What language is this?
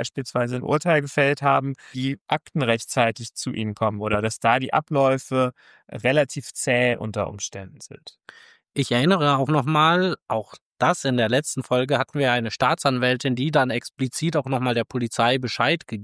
German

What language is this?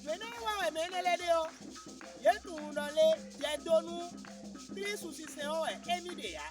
Fon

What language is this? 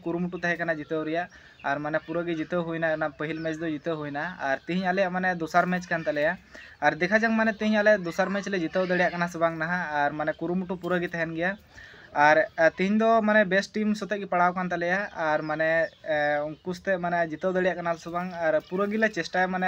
Santali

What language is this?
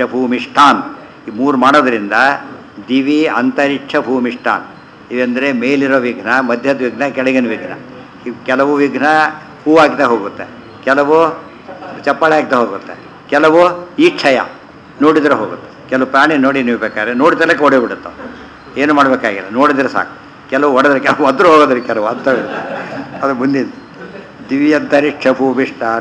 Kannada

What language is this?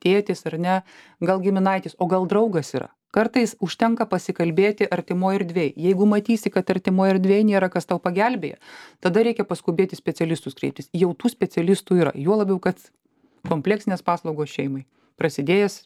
Lithuanian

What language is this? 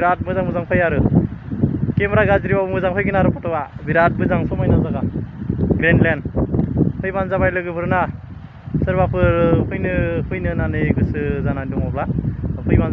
Bodo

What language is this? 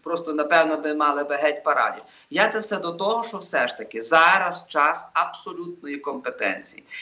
Ukrainian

